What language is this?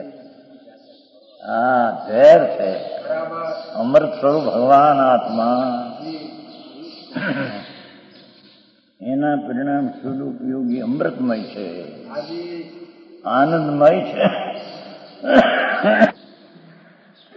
Gujarati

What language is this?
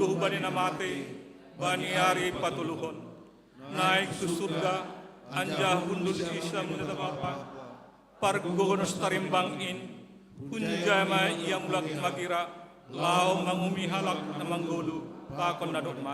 Batak Simalungun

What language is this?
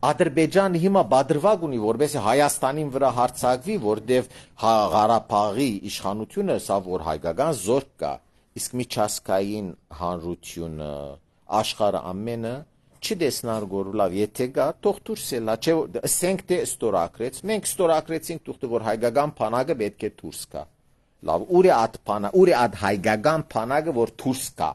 Armenian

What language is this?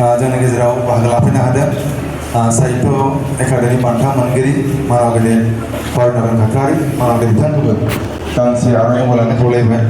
Bodo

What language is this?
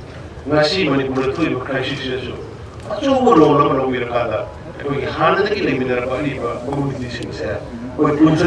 Manipuri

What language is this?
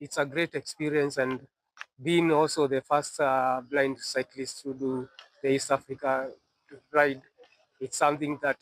Gusii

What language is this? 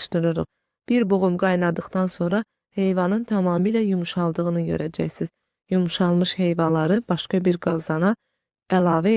Azerbaijani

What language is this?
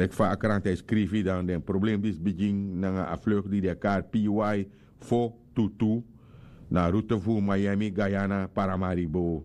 Sranan Tongo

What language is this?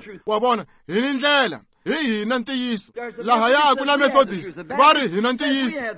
Tsonga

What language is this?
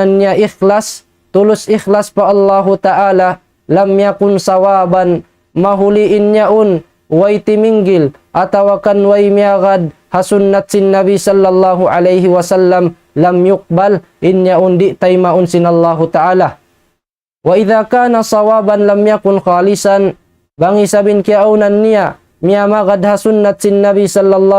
Tausug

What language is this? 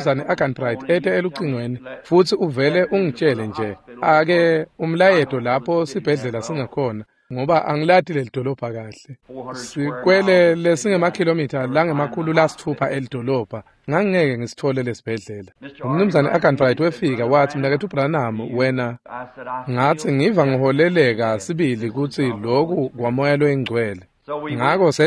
Swati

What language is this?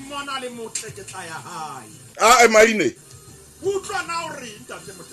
Southern Sotho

